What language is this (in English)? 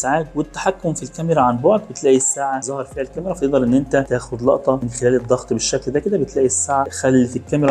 Egyptian Arabic